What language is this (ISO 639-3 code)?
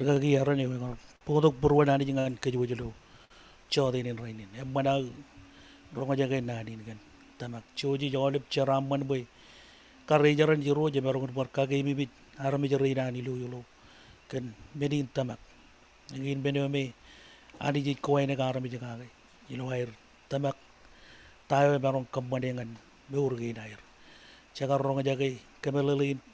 mah